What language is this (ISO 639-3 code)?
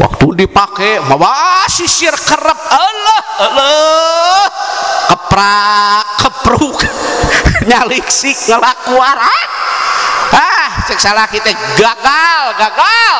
sun